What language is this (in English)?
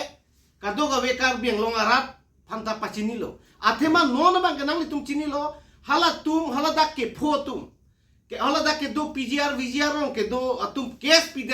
Karbi